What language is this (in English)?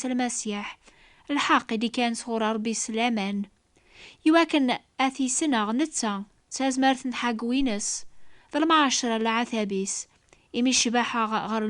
Kabyle